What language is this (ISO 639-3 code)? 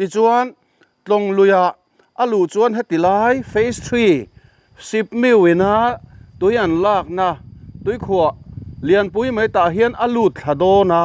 lus